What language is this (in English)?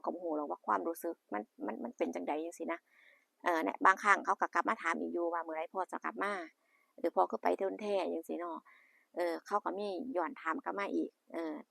Northeastern Thai